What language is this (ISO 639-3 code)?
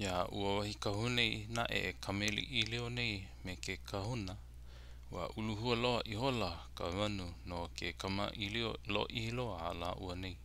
haw